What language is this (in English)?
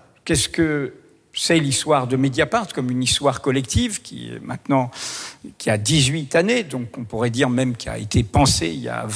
French